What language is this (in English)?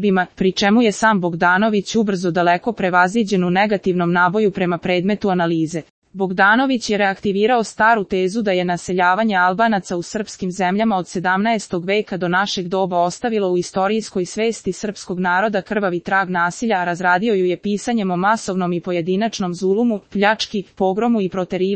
Serbian